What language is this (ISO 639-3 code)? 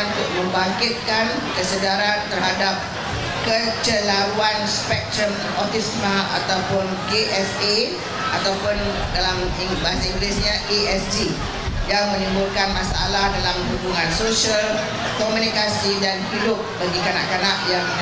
msa